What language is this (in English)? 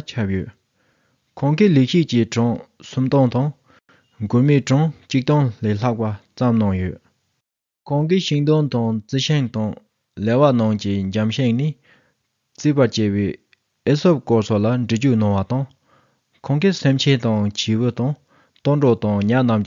Tibetan